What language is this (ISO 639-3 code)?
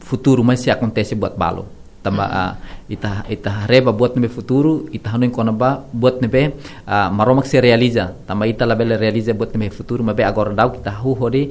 tet